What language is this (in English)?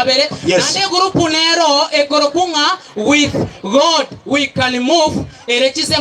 Gusii